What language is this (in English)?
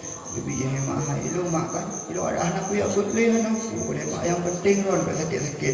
Achinese